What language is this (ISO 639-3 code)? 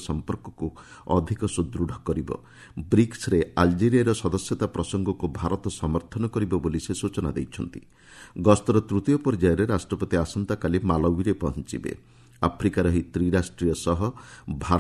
ori